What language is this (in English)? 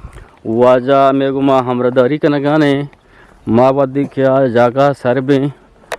Eastern Balochi